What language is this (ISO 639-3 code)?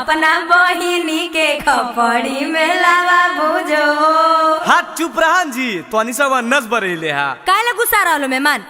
mag